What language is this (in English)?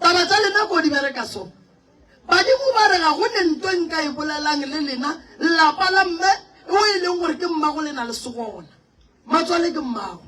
Northern Sotho